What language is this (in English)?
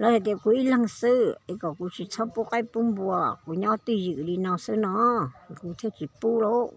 Hmong